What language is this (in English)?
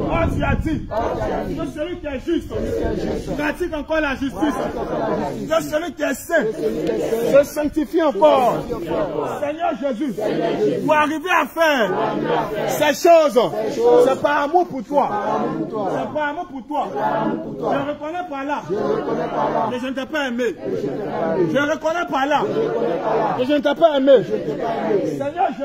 French